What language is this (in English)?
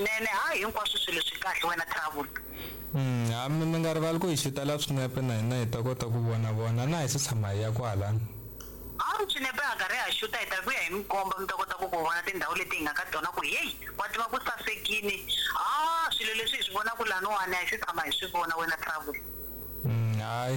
Tsonga